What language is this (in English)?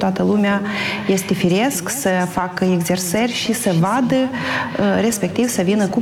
Romanian